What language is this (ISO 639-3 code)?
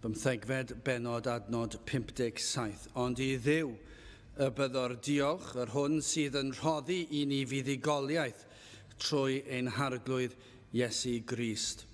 cym